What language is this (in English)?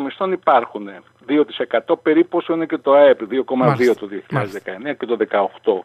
Greek